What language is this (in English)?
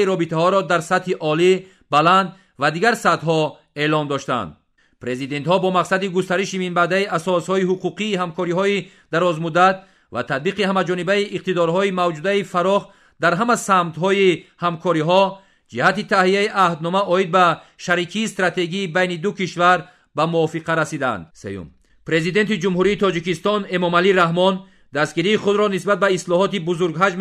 Tajik